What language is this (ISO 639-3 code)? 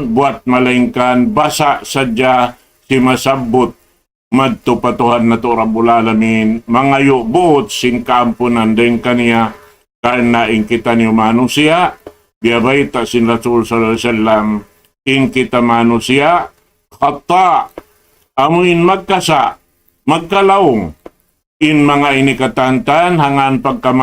tsg